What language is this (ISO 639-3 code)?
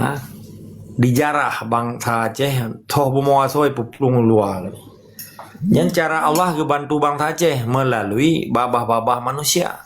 ace